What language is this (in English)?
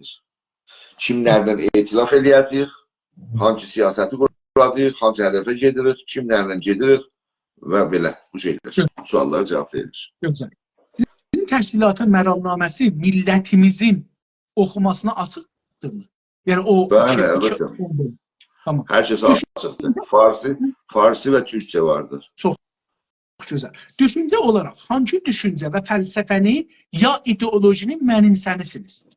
South Azerbaijani